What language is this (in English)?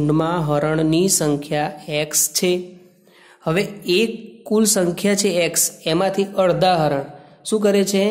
Gujarati